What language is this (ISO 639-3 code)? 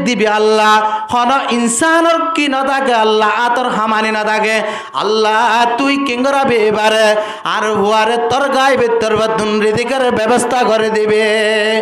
rhg